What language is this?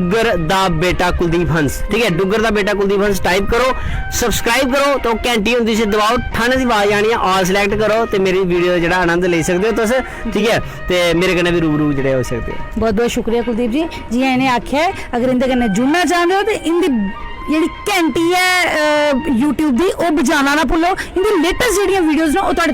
Dogri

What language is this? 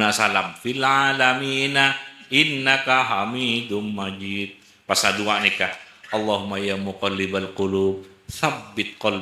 Madurese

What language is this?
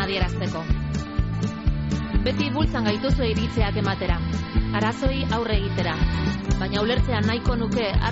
Basque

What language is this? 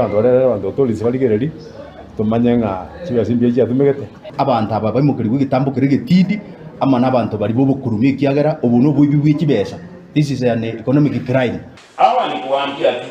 Gusii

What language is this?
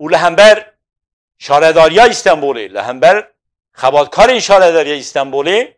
Kurdish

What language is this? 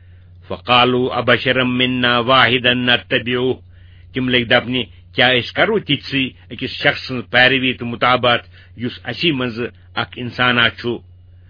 Kashmiri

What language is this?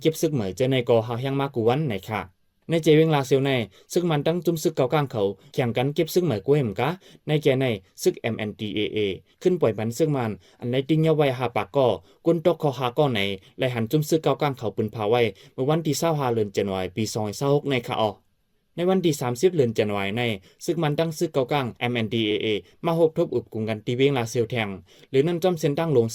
Shan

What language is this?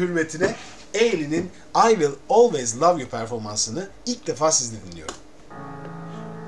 Turkish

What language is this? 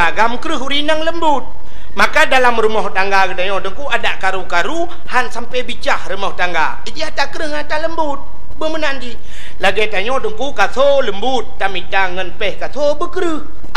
Achinese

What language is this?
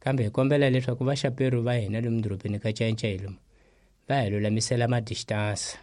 Tsonga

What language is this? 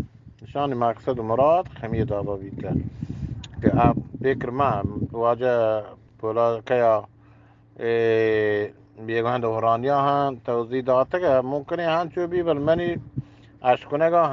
Eastern Balochi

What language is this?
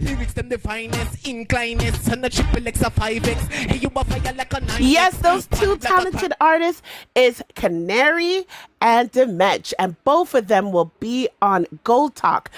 Jamaican Creole English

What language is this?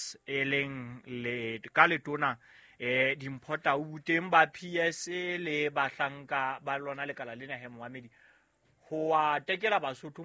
Southern Sotho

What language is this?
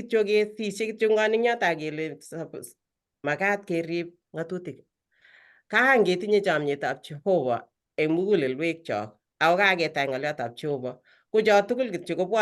Kalenjin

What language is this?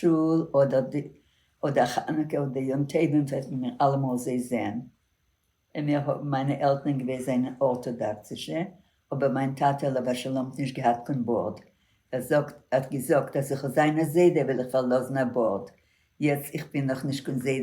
Yiddish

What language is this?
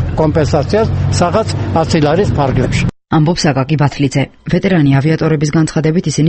Georgian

